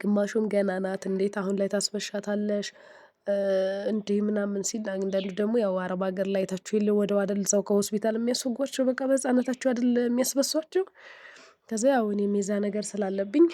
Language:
Amharic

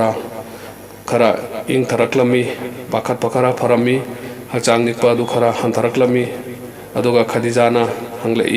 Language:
Manipuri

